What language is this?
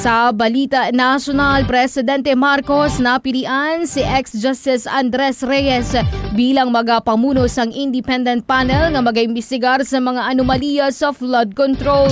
Hiligaynon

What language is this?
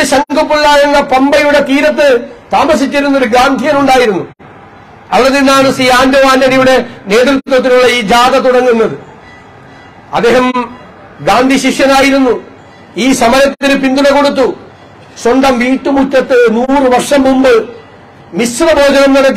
Malayalam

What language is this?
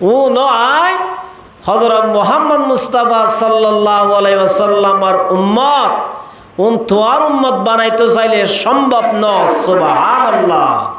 Rohingya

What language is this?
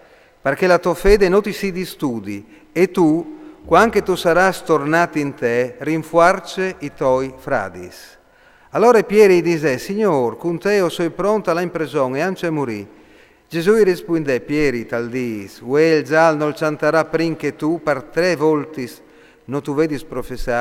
Friulian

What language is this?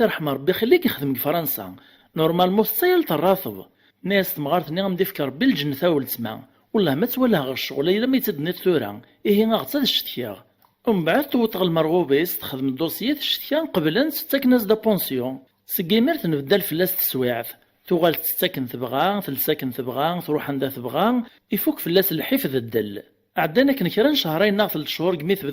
Kabyle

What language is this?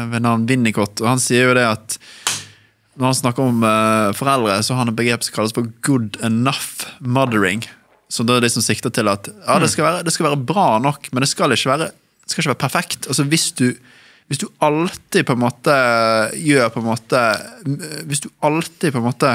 Norwegian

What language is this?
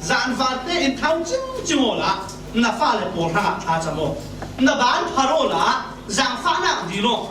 Falam Chin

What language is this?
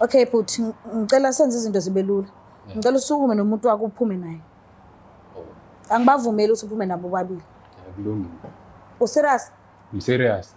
Zulu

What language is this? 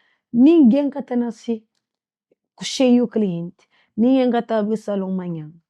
Kabuverdianu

